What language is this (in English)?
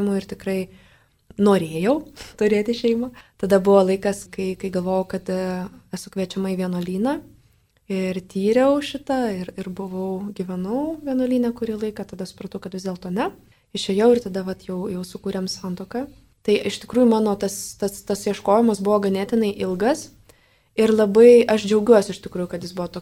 Lithuanian